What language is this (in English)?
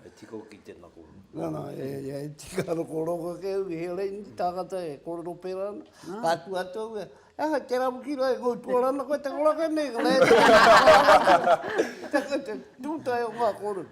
Māori